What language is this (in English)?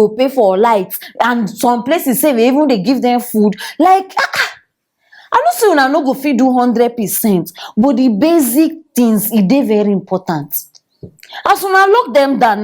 Nigerian Pidgin